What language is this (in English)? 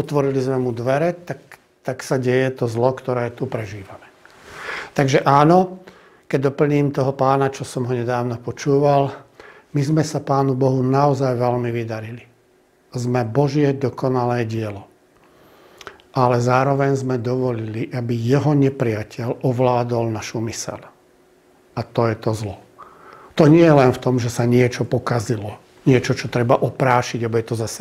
Slovak